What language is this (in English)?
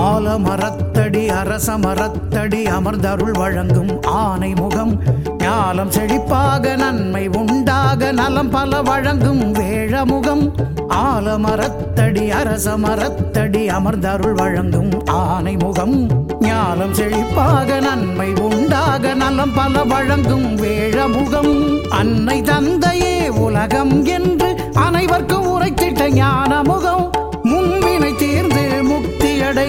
Tamil